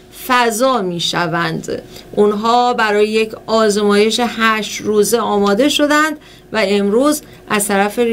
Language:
Persian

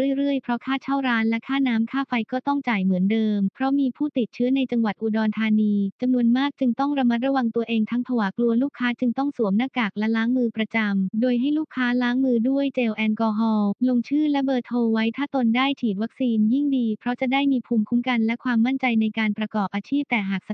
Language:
Thai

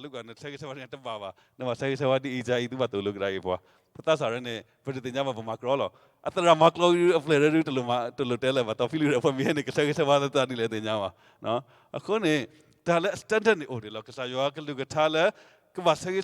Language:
S'gaw Karen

